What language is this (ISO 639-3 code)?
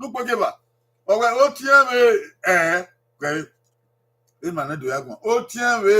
bin